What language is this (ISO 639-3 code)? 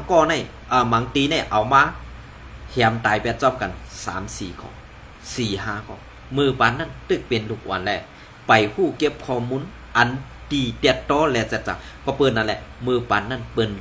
shn